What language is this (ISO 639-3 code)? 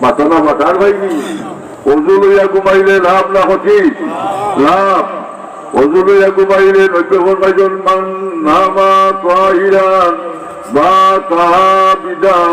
syl